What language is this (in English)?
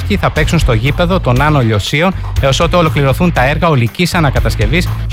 Greek